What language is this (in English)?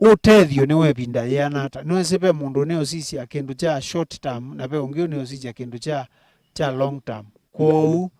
Kamba